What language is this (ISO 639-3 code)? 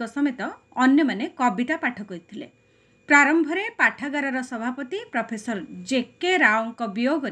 ori